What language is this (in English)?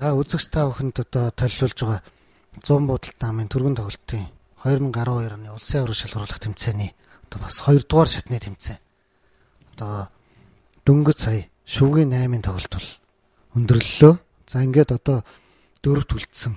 Mongolian